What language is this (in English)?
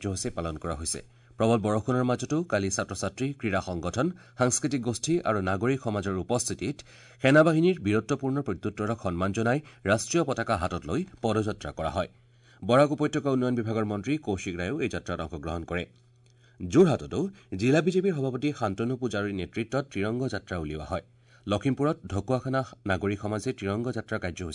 Assamese